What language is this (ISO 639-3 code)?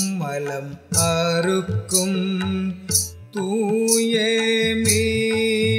tam